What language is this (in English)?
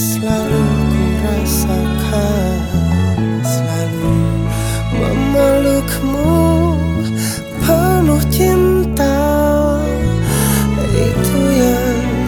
Indonesian